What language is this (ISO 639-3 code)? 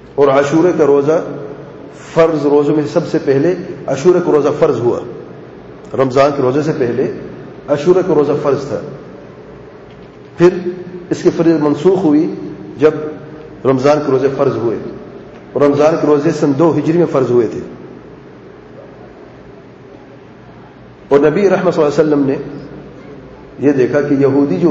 urd